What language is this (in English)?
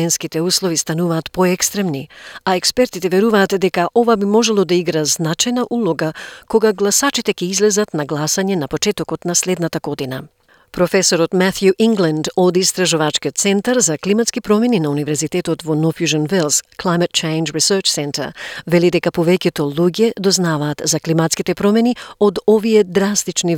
Macedonian